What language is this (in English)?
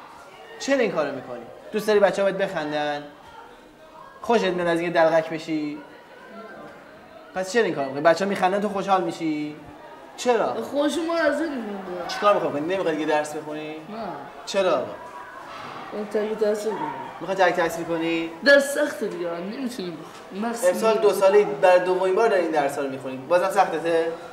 Persian